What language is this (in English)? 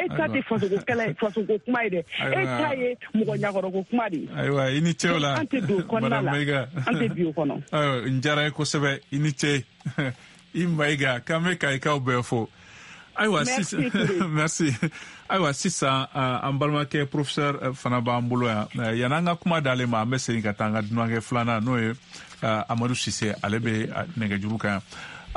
Bambara